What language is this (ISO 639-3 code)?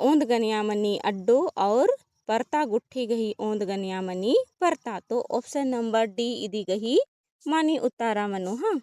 kru